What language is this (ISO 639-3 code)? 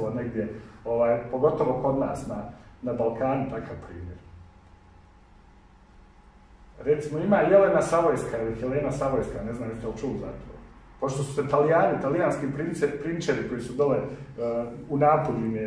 hrv